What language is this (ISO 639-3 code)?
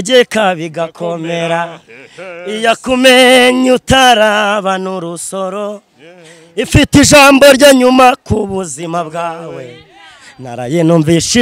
kin